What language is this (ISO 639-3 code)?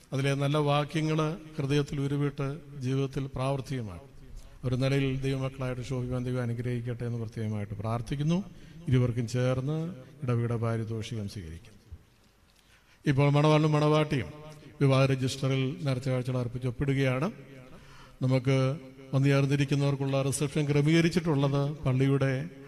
mal